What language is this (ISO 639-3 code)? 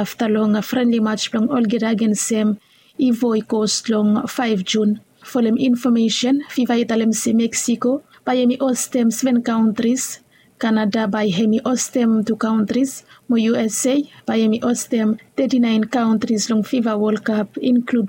bis